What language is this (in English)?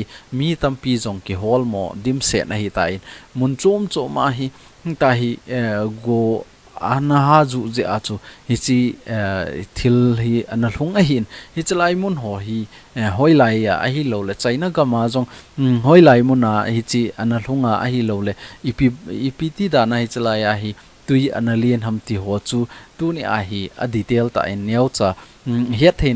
Thado Chin